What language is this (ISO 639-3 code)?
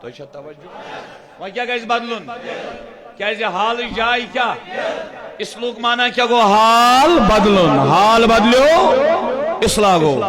kas